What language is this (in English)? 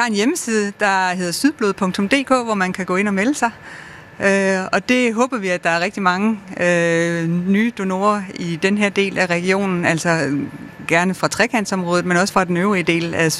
Danish